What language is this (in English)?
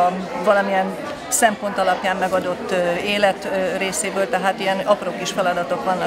Hungarian